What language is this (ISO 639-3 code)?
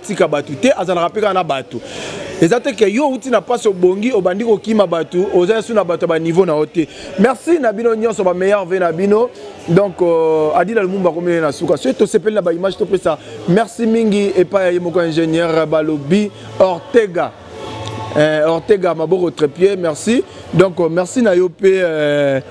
lin